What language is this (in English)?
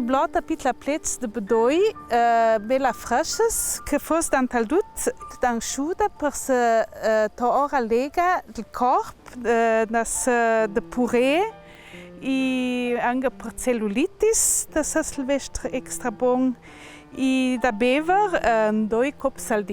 Ladin